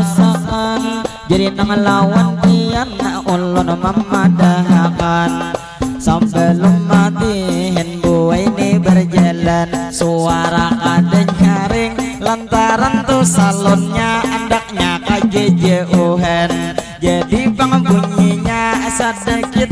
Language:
Banjar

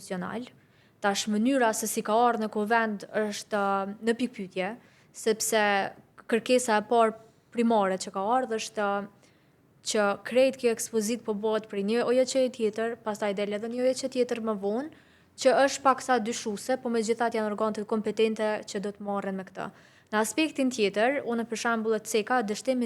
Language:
Albanian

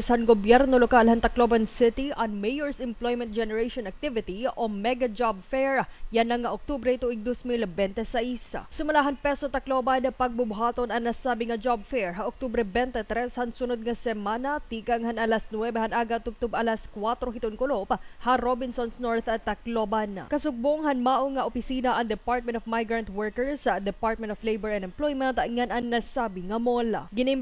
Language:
Waray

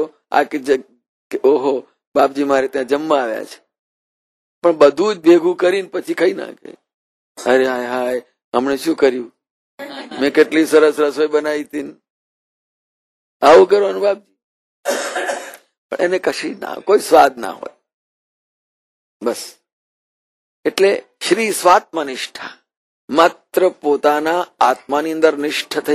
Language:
Gujarati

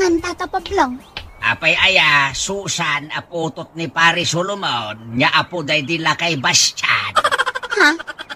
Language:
Iloko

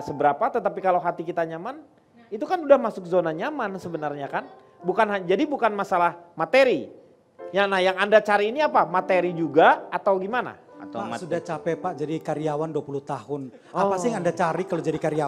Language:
Indonesian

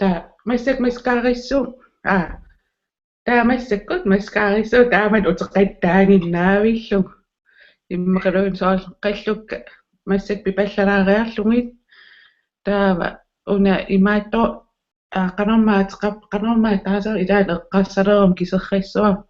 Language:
Kalaallisut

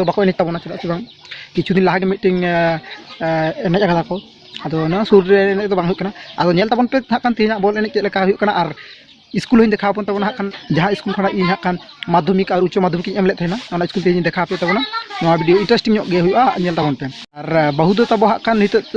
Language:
Santali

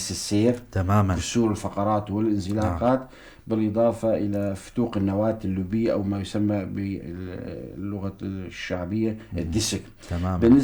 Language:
North Levantine Arabic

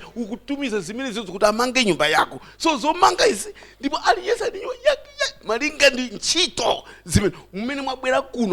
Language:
Nyanja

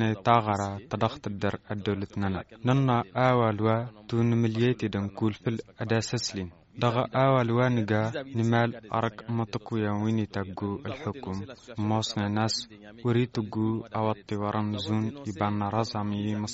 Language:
Tamasheq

